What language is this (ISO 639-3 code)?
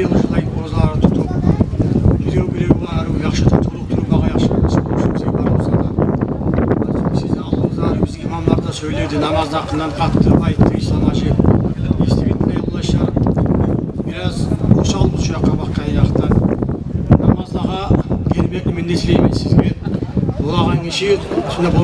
kum